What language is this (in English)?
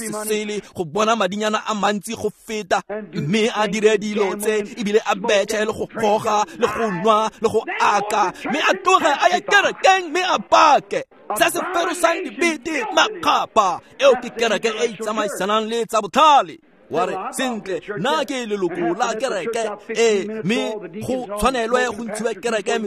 Tswana